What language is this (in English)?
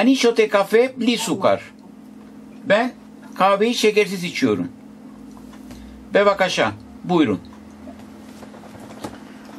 Turkish